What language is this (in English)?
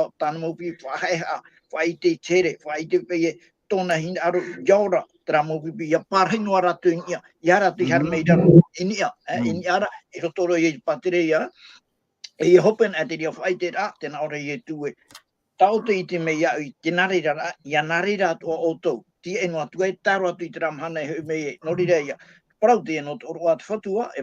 Tahitian